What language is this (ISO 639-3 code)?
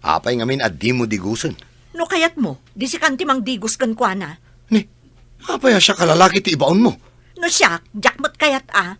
ilo